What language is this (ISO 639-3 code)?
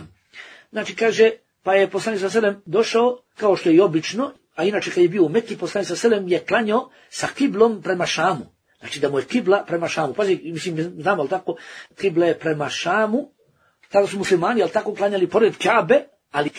bos